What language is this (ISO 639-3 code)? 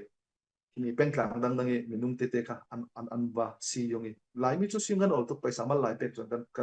cfm